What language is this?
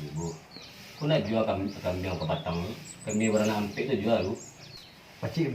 Minangkabau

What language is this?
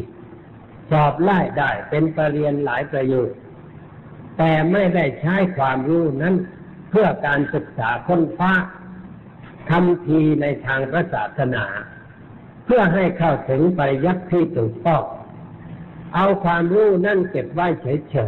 Thai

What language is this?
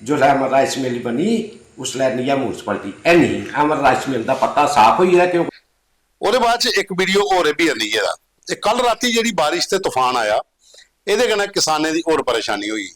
Dogri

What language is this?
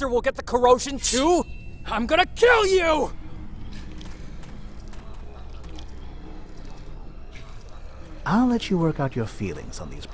English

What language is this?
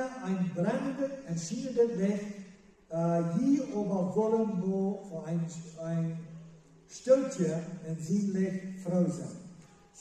Plautdietsch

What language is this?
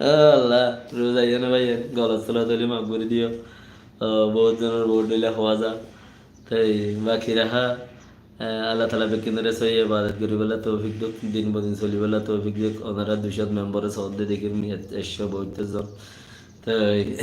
Rohingya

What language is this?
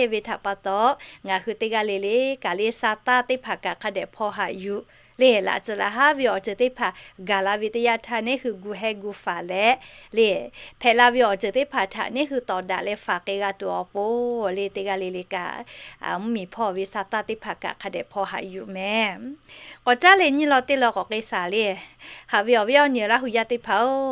Lahu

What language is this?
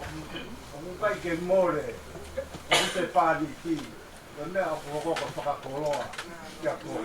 Tongan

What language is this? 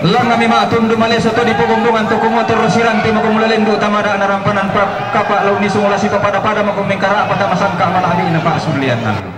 Toraja-Sa'dan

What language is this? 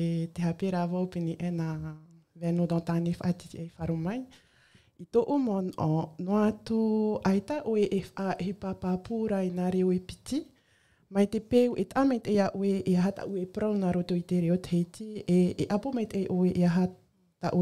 Tahitian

